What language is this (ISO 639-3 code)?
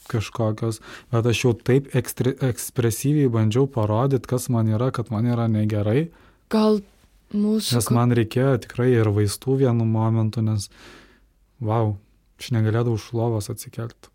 lit